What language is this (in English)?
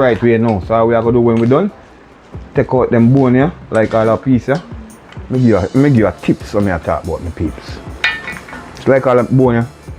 Jamaican Creole English